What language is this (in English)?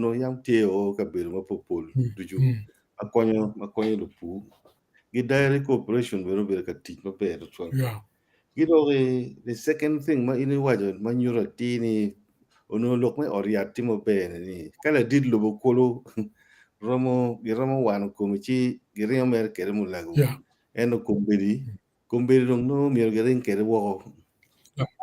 Acoli